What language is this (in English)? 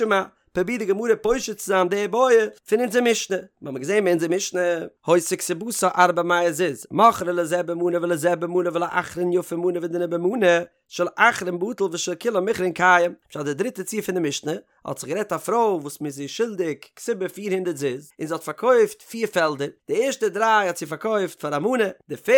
Yiddish